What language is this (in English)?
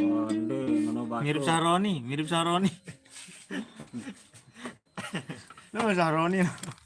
Sasak